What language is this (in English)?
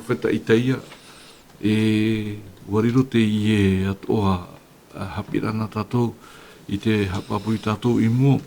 Tahitian